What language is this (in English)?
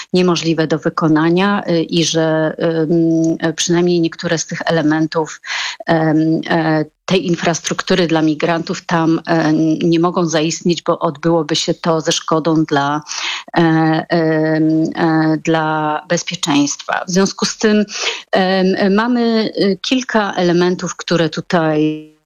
Polish